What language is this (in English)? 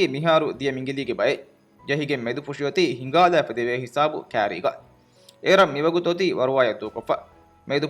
Divehi